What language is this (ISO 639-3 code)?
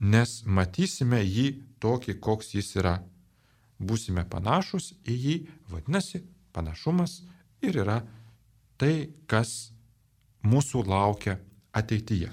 lit